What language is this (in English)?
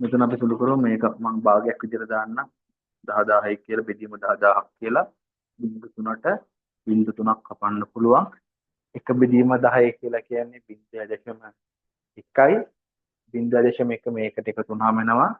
Sinhala